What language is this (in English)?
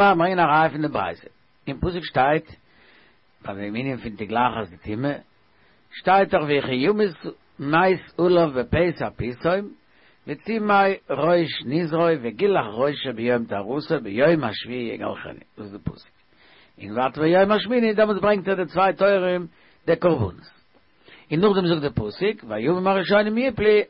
Yiddish